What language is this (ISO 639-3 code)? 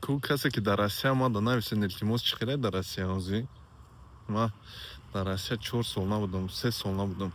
tgk